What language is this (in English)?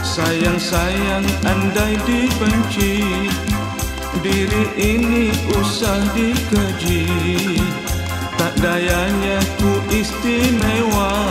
Malay